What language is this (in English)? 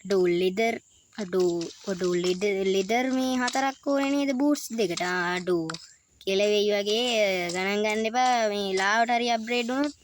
Sinhala